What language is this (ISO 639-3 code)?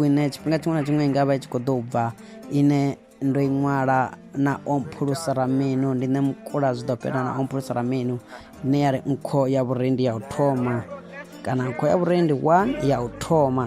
ven